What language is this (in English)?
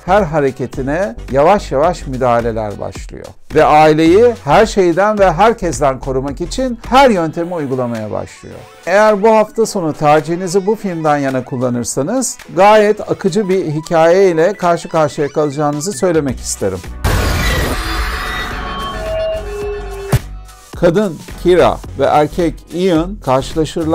Turkish